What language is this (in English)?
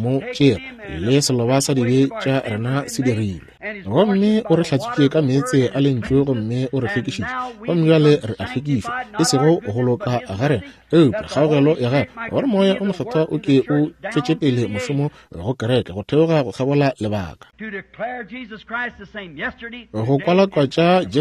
Northern Sotho